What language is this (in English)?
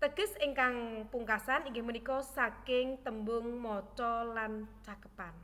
Javanese